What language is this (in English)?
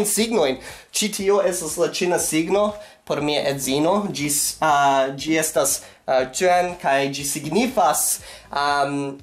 Esperanto